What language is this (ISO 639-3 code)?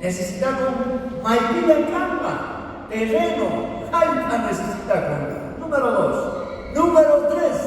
quh